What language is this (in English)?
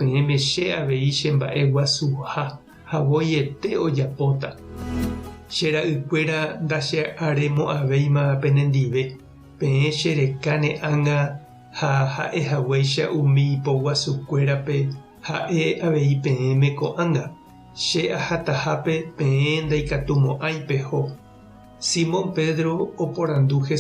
Guarani